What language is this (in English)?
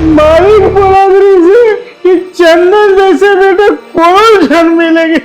Chhattisgarhi